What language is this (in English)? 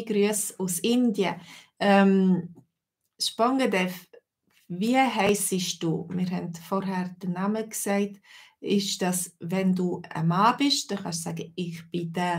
Swiss German